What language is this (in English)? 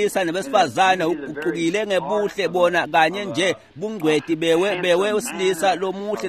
Swati